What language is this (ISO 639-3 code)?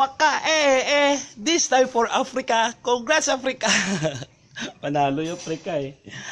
fil